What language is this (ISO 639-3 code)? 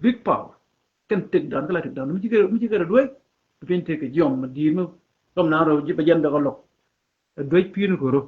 nus